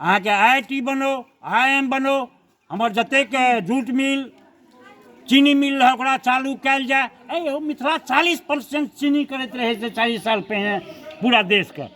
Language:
Maithili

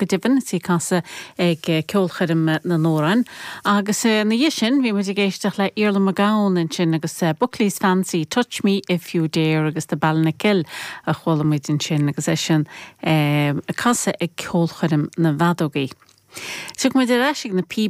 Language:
Irish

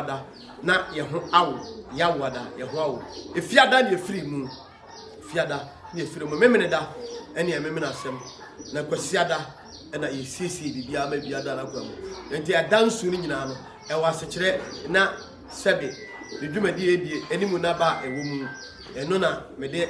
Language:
Akan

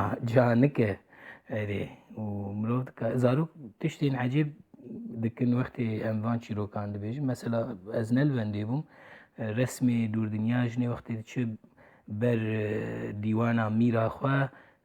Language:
Kurdish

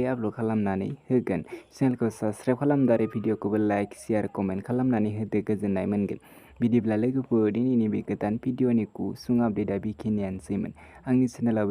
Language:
Bodo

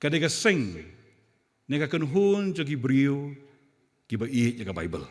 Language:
Khasi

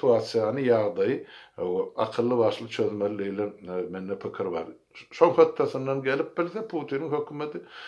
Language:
Turkmen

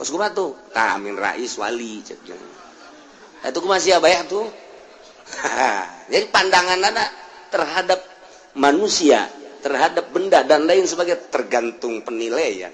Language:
Sundanese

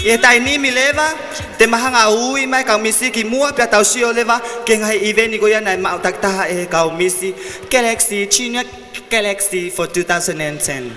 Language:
Tongan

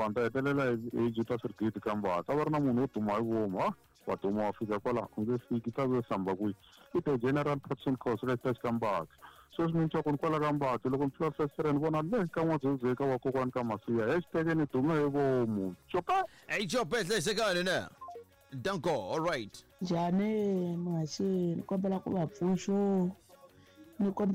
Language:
Tsonga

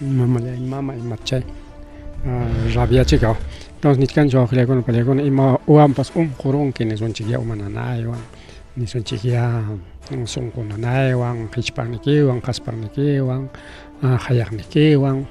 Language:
Ayacucho Quechua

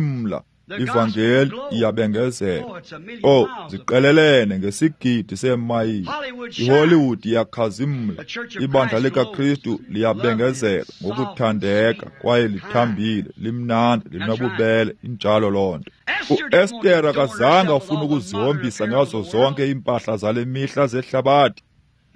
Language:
Xhosa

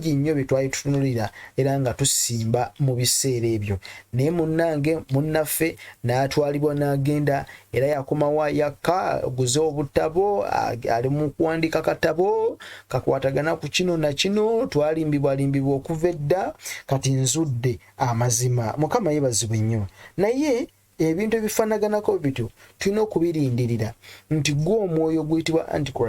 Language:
Ganda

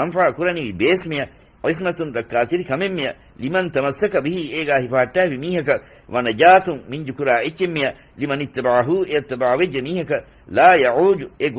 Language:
Divehi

